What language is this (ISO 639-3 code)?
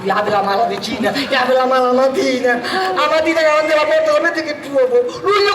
scn